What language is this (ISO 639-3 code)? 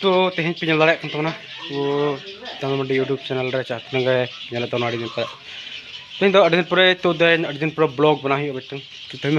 sat